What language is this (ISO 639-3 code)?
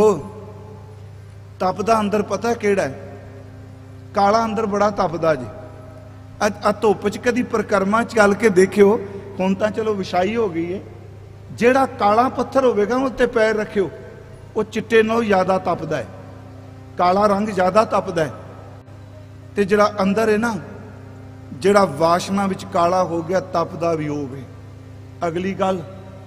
pan